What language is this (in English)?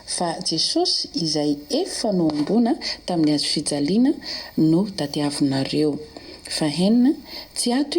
Malagasy